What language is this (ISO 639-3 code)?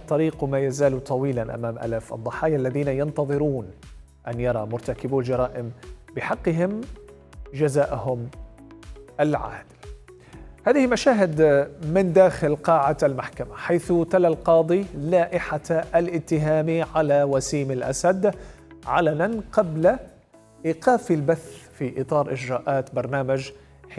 ara